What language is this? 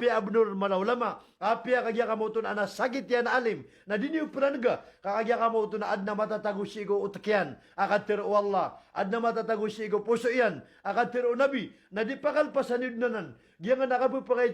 Maranao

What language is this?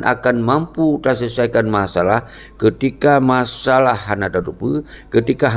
Achinese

